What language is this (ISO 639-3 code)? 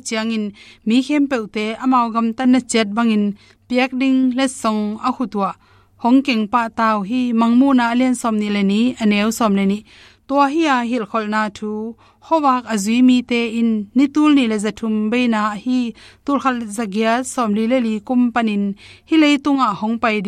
ctd